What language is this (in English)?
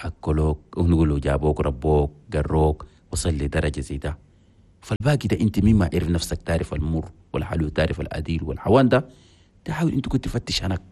Chadian Arabic